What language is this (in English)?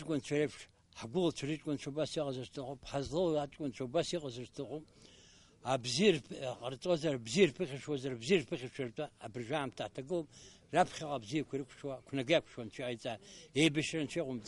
Abkhazian